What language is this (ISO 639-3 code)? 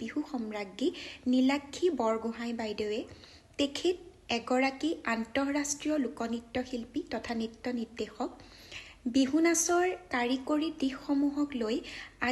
asm